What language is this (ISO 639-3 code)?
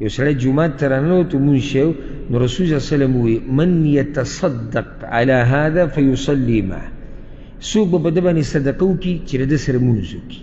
pus